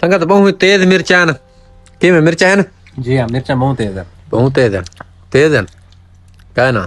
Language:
Saraiki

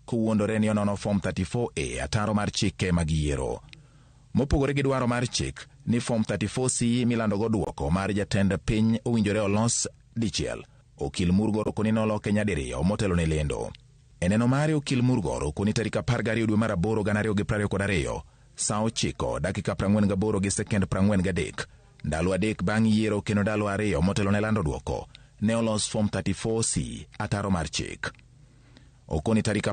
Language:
Luo (Kenya and Tanzania)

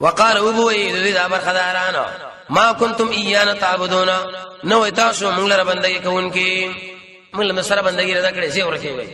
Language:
Pashto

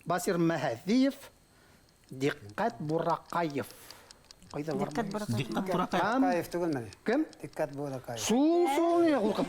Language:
Bashkir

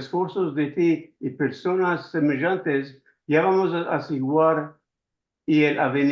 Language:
Ladino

